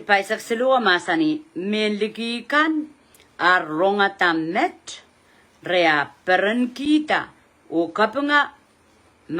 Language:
Pohnpeian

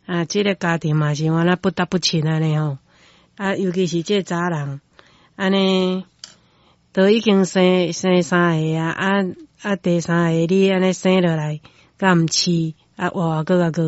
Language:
Min Nan Chinese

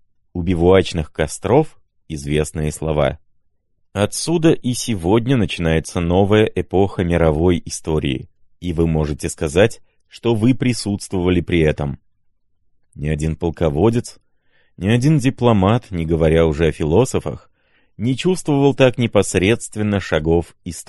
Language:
Russian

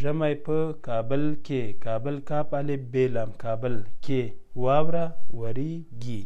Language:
Pashto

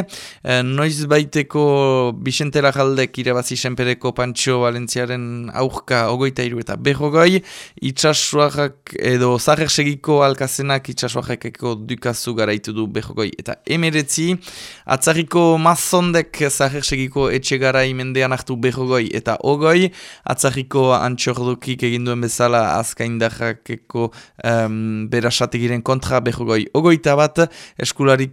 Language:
Basque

